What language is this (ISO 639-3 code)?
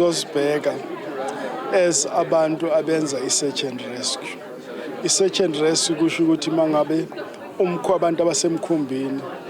zul